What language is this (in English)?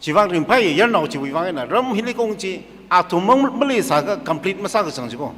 Tangkhul Naga (India)